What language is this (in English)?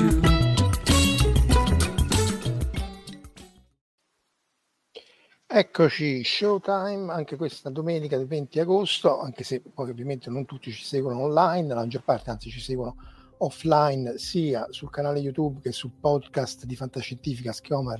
Italian